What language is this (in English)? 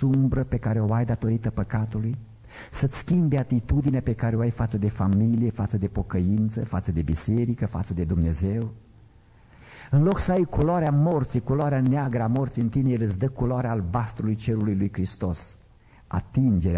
Romanian